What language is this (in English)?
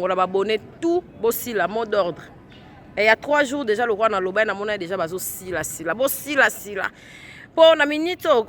Lingala